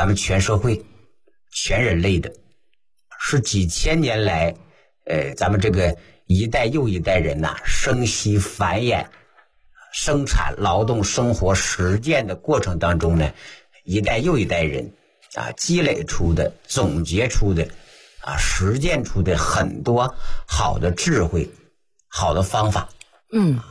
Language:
Chinese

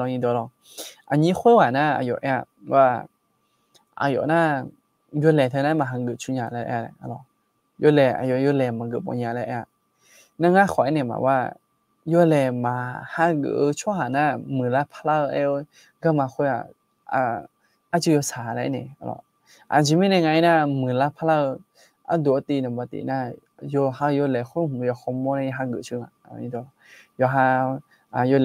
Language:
Akha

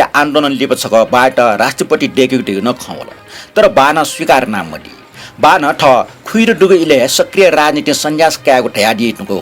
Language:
Newari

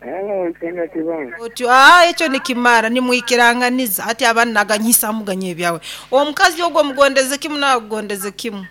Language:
Nyoro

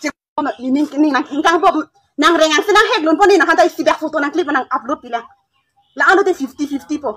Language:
Karbi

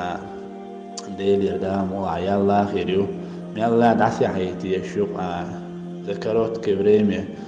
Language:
Chechen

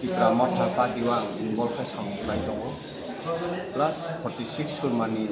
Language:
Kok Borok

